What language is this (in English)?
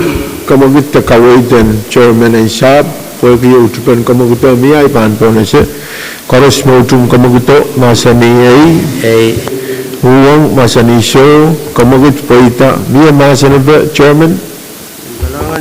Pohnpeian